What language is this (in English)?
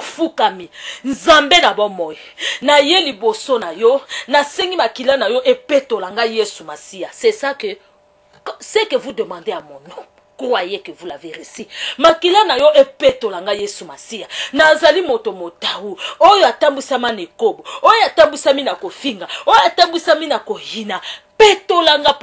Lingala